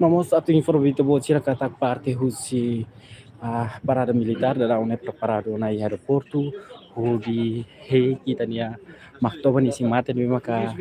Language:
Tetum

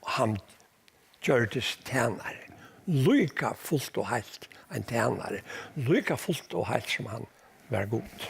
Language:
Faroese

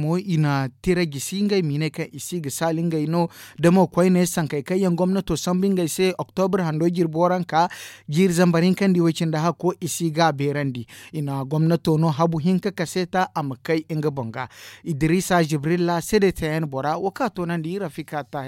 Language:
Zarma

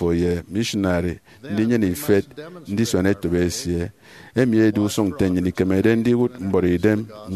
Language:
Efik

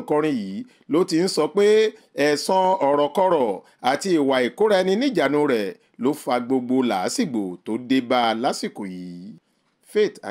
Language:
Yoruba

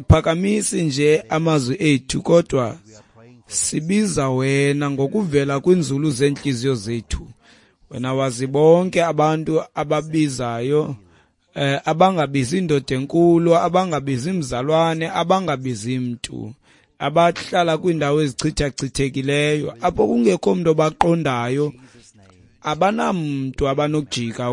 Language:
Xhosa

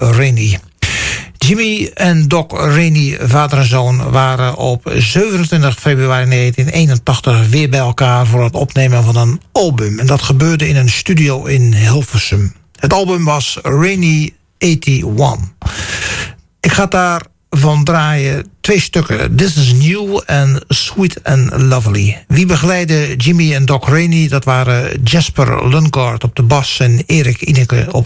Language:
Dutch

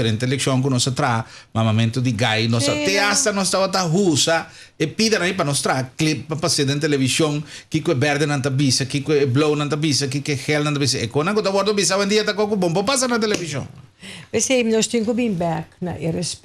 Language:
Papiamento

